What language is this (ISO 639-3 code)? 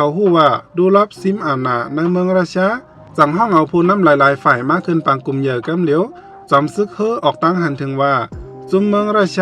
shn